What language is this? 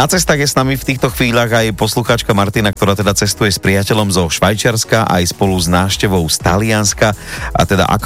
Slovak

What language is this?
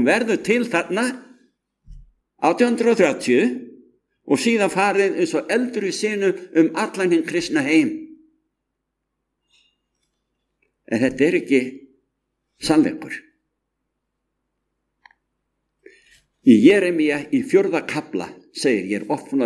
Icelandic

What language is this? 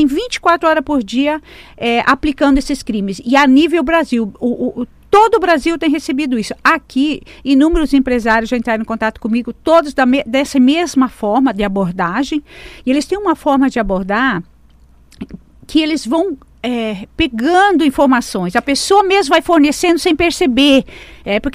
Portuguese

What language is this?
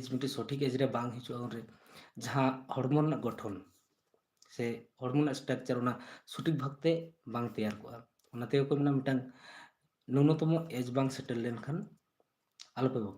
Santali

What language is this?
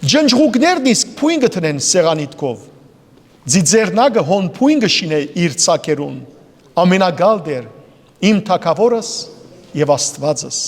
Western Armenian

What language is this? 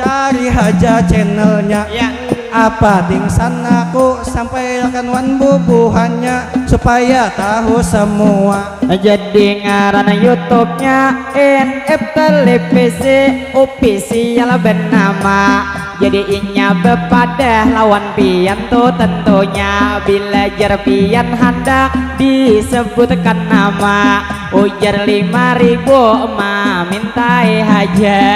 Banjar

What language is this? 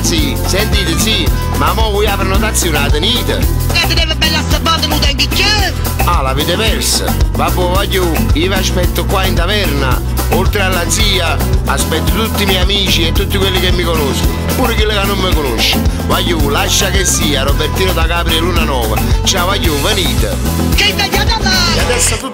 Neapolitan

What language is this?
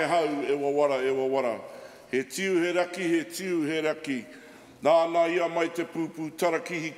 Māori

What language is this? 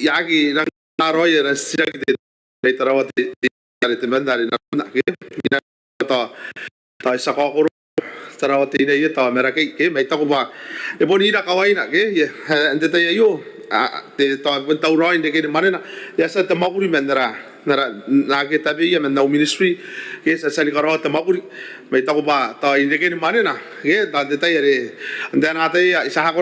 Gilbertese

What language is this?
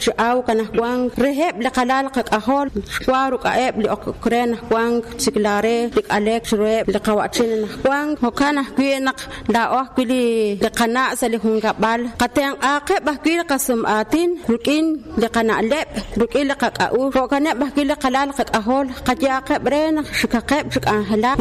Kekchí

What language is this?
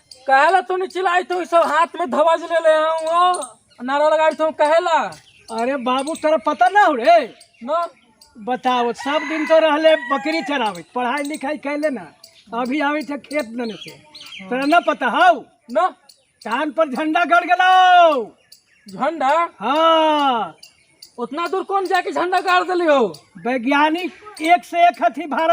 Magahi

